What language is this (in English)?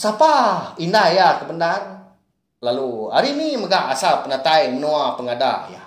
Iban